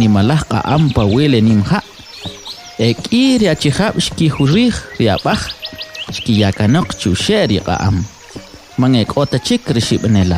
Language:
Kʼicheʼ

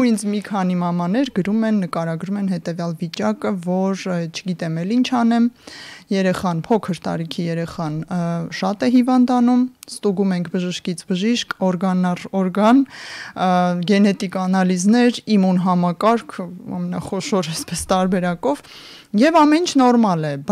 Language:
Armenian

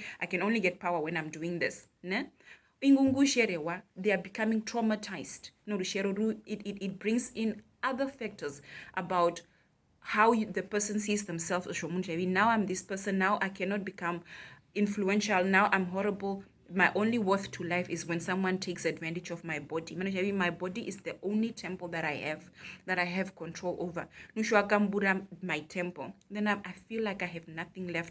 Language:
Herero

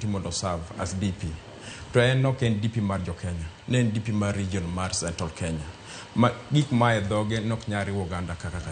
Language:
Luo (Kenya and Tanzania)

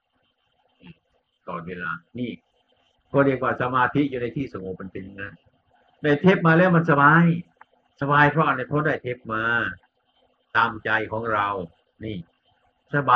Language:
Thai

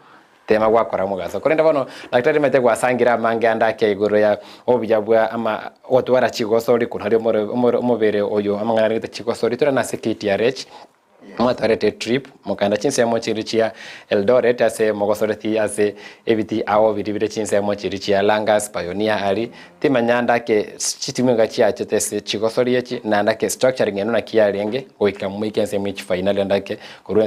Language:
Gusii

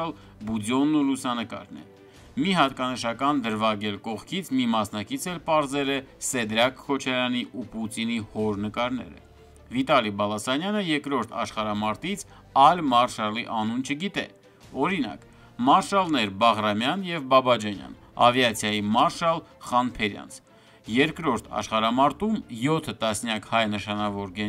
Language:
Armenian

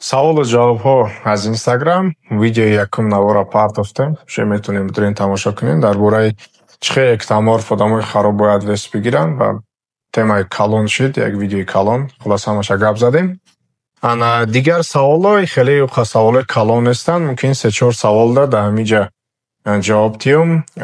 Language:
Tajik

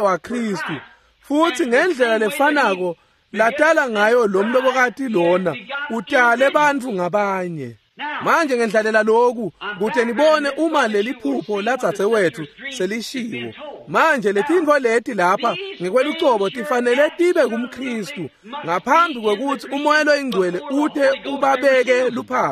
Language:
Swati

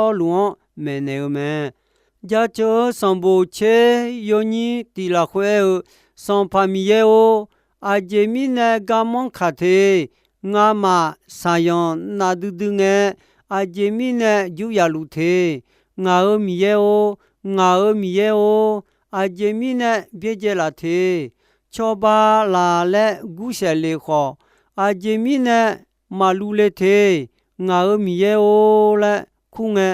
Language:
Akha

